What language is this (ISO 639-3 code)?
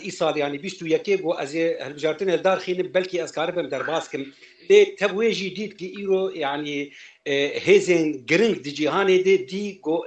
kur